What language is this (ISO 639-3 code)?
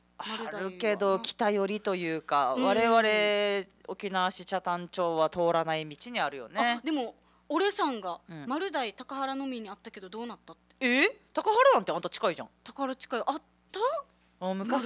jpn